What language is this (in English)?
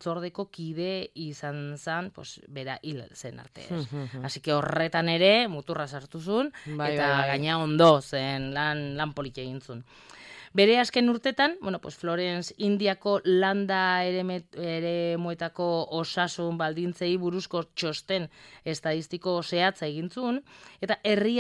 Basque